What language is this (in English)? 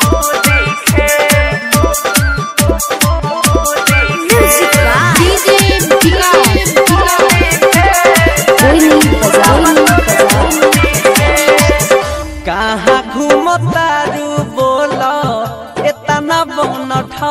Bhojpuri